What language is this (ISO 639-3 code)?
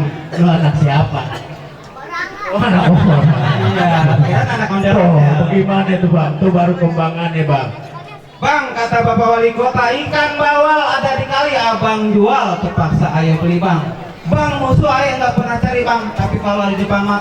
bew